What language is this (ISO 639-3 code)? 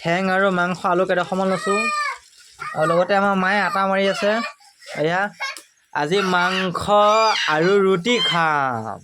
asm